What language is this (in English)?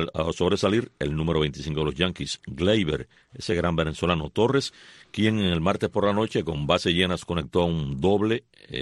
Spanish